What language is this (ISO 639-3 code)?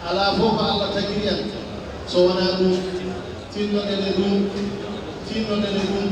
ful